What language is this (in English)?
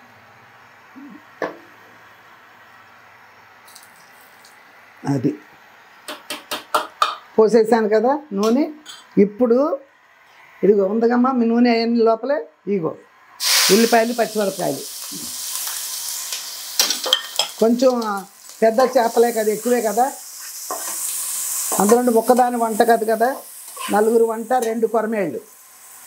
Telugu